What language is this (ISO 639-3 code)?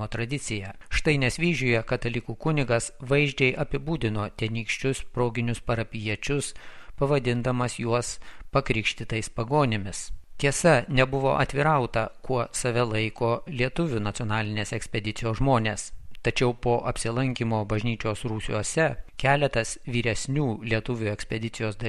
lit